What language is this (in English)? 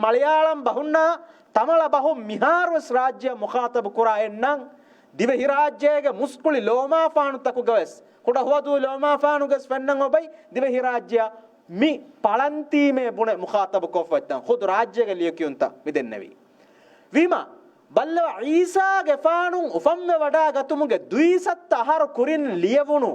Divehi